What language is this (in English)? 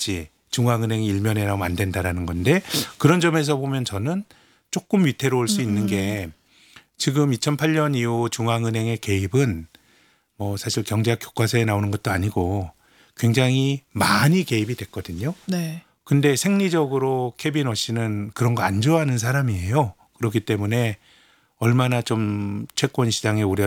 Korean